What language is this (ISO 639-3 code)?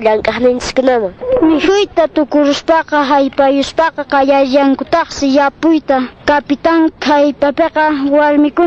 que